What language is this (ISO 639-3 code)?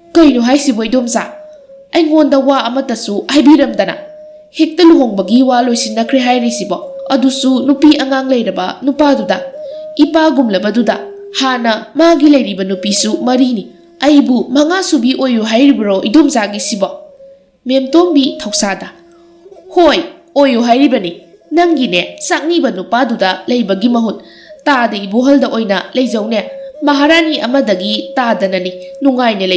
mni